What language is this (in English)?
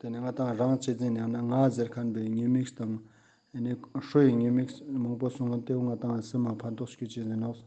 Ladakhi